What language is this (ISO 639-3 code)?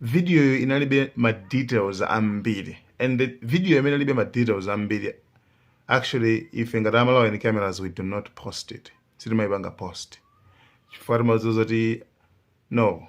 nya